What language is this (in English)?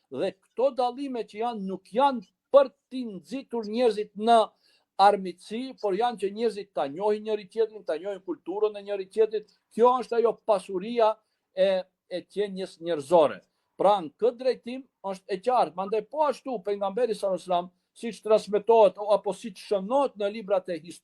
Albanian